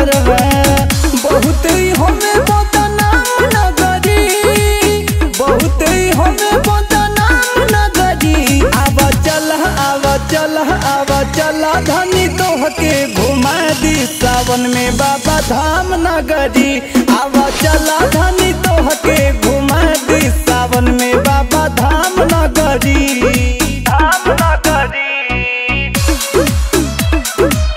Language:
Bhojpuri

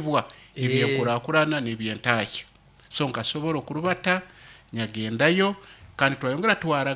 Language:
Nyoro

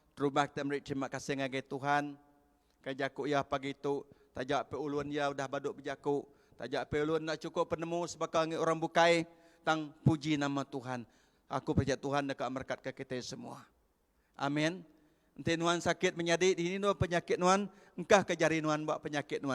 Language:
Iban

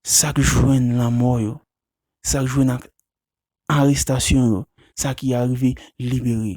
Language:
Haitian Creole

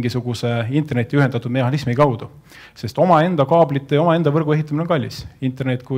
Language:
Estonian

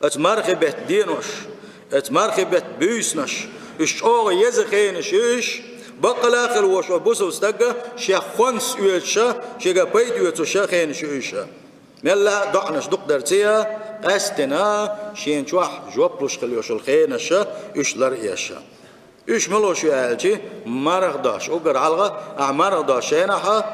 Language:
Chechen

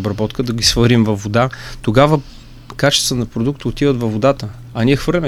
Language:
Bulgarian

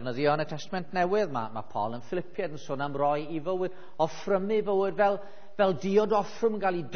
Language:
Welsh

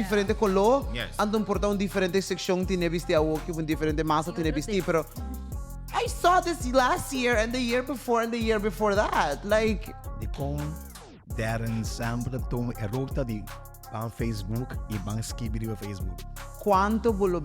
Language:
Papiamento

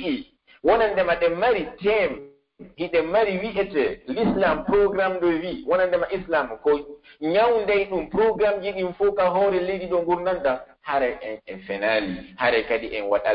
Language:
Pular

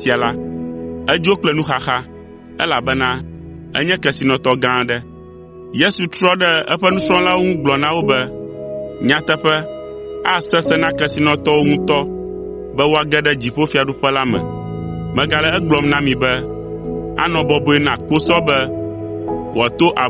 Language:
Ewe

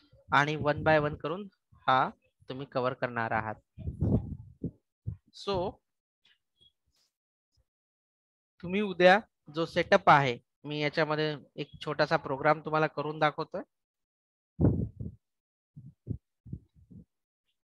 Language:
Marathi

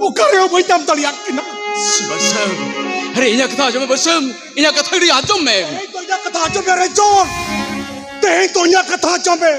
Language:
Santali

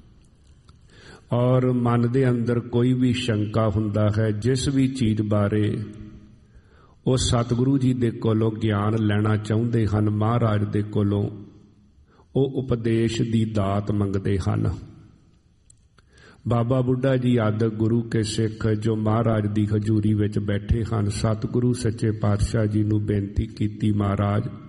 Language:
Punjabi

